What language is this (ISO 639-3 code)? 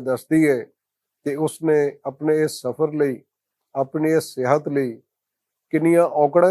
lah